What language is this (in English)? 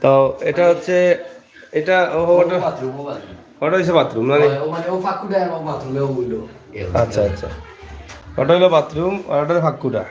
Sylheti